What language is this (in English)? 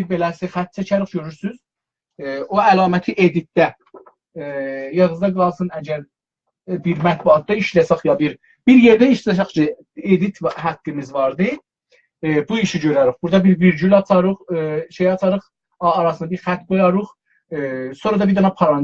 South Azerbaijani